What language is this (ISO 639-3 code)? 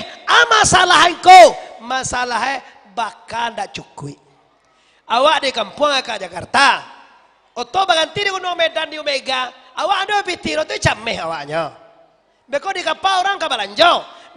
min